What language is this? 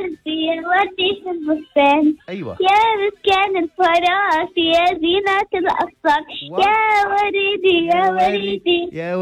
North Levantine Arabic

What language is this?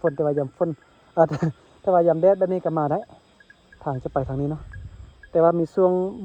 Lao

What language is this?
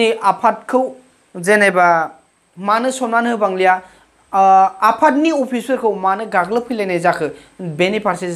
Bodo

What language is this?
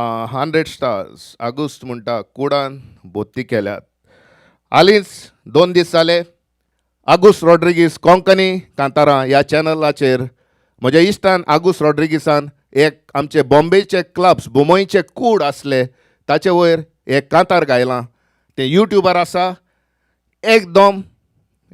Konkani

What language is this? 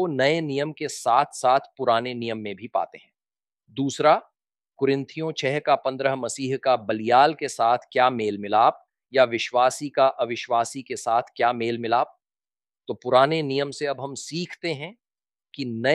Hindi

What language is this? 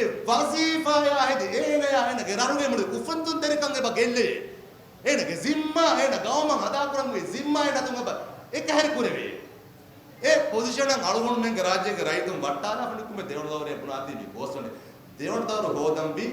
Divehi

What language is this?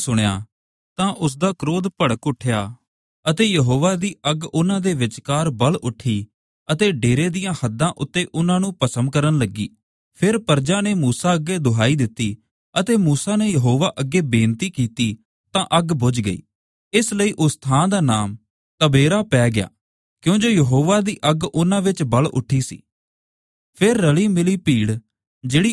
Punjabi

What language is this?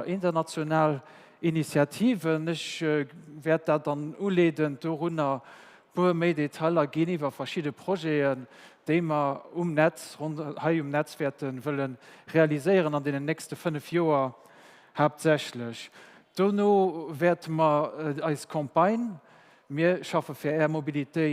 Luxembourgish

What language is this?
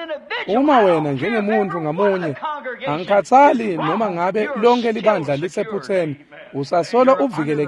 Swati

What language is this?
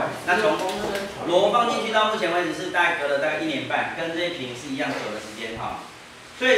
Chinese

